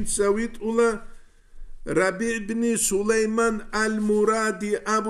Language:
Avaric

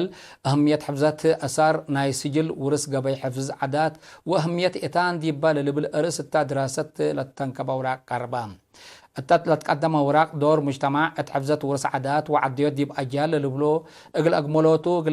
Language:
Tigre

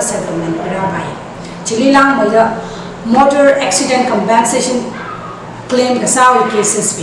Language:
Tangkhul Naga (India)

